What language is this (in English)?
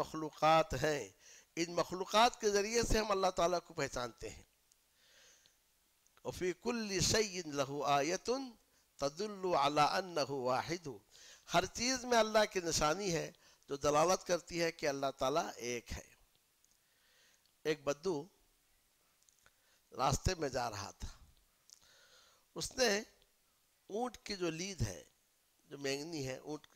Urdu